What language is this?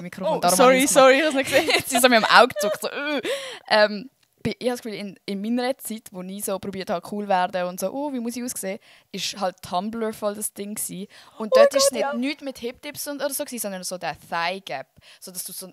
Swiss German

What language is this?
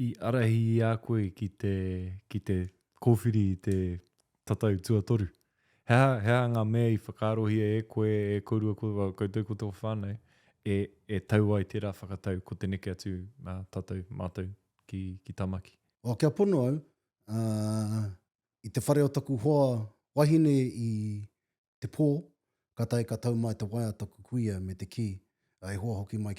Māori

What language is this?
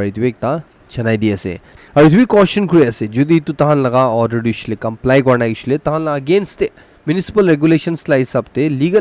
Naga Pidgin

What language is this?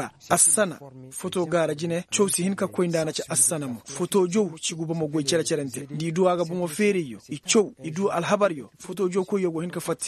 Koyraboro Senni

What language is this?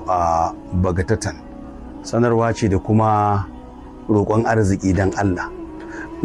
Hausa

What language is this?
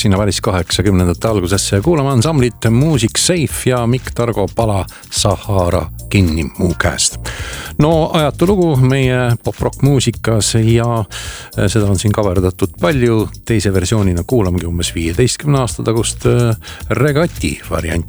Estonian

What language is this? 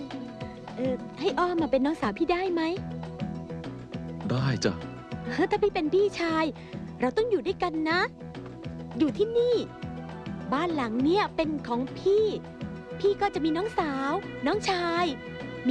Thai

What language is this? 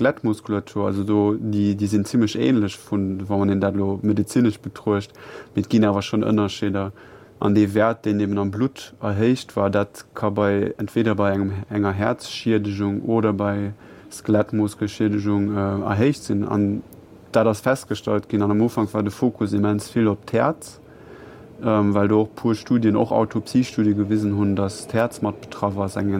Luxembourgish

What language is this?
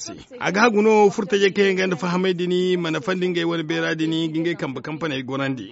Zarma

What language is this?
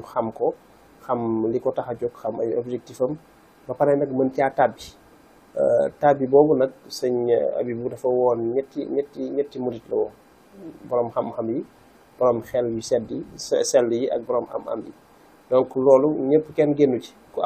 Wolof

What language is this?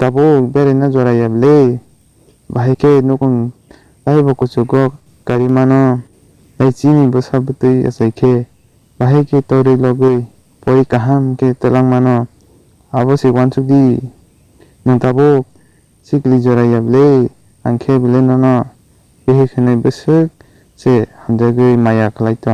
Kok Borok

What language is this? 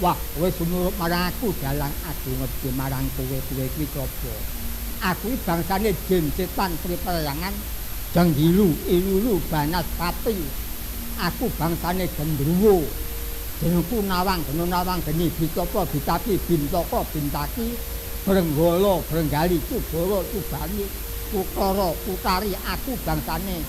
Javanese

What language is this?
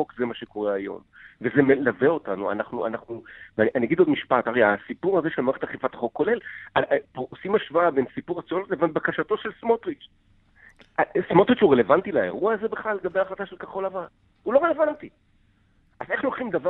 Hebrew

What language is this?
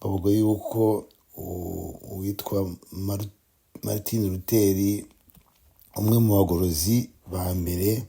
Kinyarwanda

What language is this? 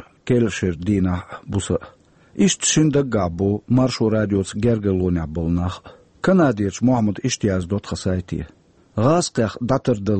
Chechen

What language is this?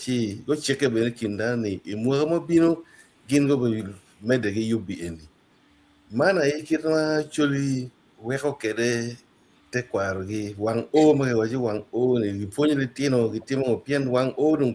Acoli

